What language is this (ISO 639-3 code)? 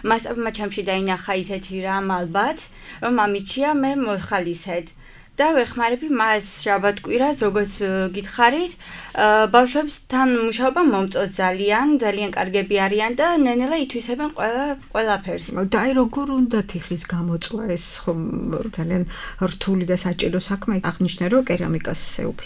kat